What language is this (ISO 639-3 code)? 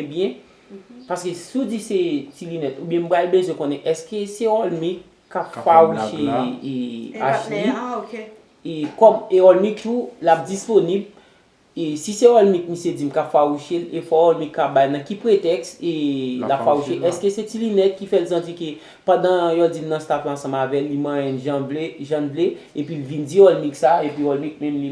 hat